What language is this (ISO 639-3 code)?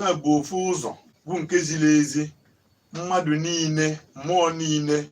ibo